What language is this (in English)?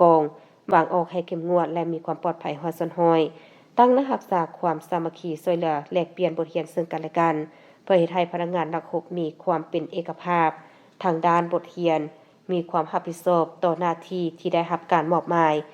Lao